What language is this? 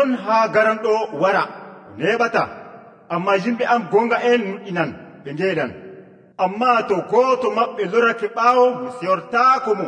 Nigerian Fulfulde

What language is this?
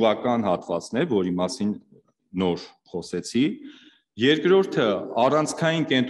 Armenian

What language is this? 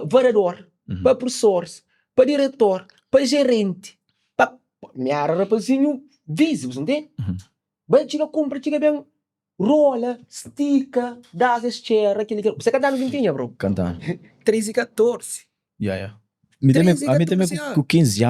Kabuverdianu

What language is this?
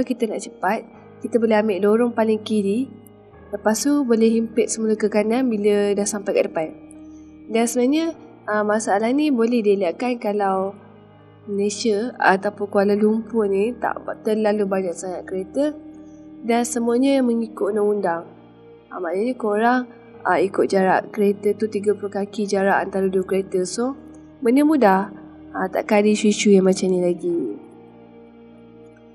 Malay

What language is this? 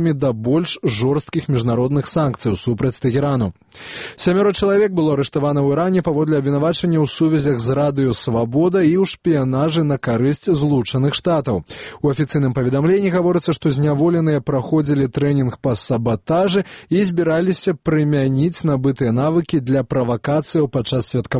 Belarusian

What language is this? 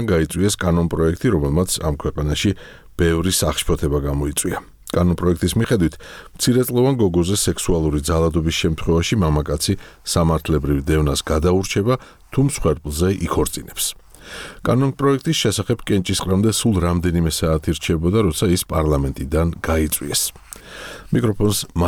Georgian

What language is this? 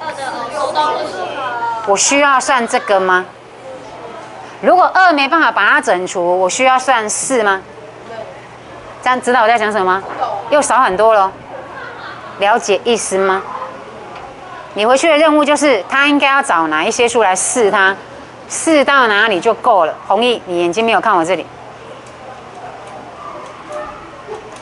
Chinese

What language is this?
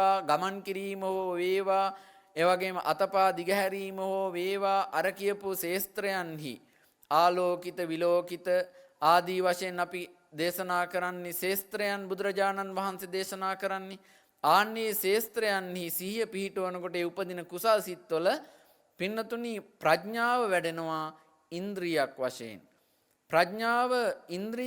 Sinhala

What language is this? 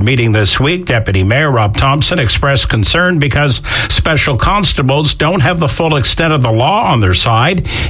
English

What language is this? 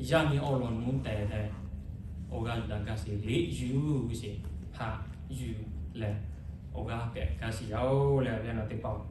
Lahu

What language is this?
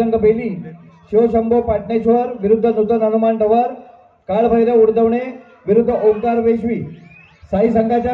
Marathi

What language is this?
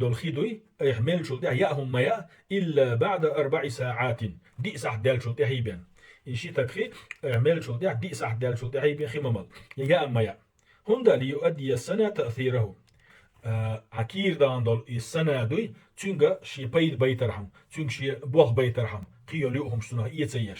Chechen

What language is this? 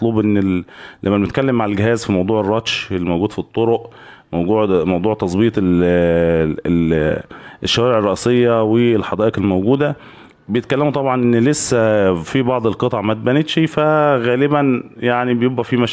Egyptian Arabic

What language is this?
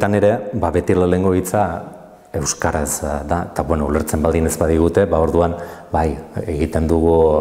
Basque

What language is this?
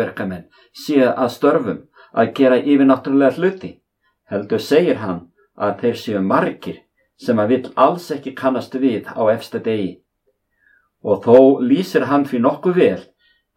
Icelandic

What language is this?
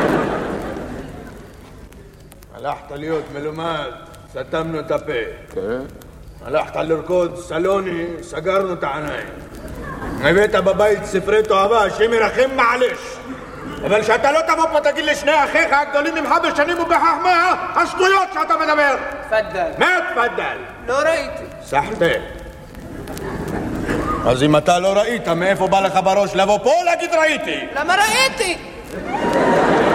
Hebrew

